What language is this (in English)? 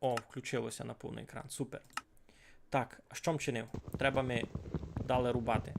Rusyn